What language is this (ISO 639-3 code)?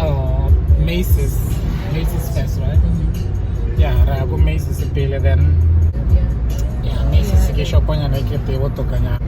tsn